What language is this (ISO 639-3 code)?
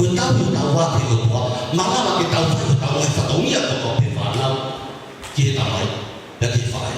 ton